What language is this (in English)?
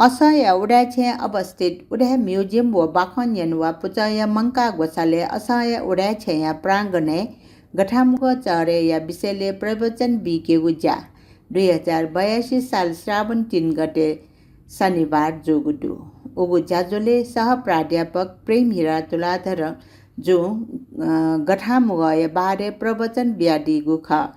Newari